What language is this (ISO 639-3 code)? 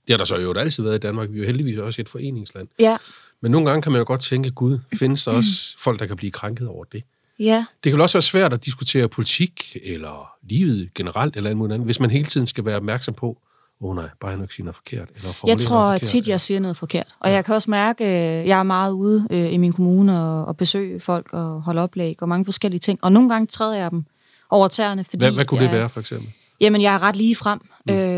dan